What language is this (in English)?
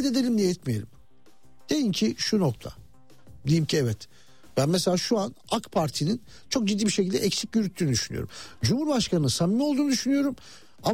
Turkish